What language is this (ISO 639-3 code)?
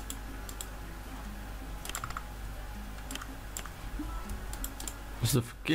nld